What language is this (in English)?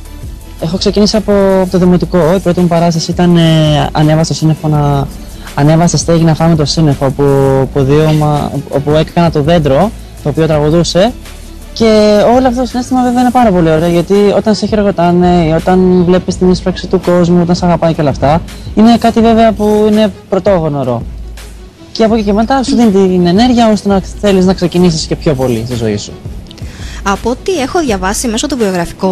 Greek